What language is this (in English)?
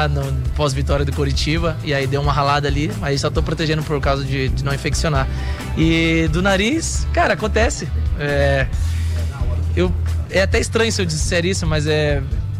Portuguese